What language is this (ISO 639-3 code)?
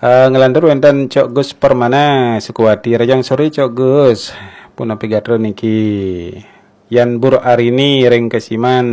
ban